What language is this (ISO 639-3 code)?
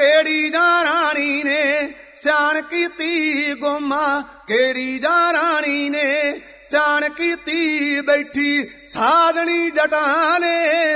pan